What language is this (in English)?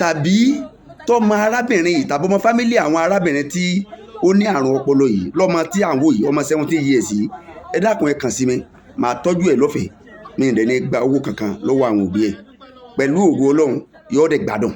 Yoruba